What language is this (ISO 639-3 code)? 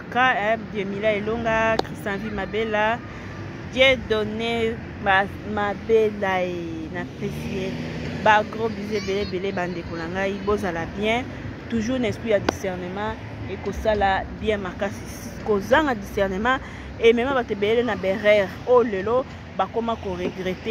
lin